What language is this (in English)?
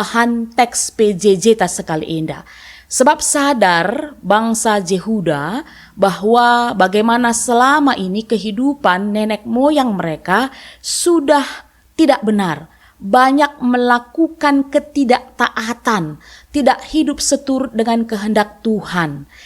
Batak Karo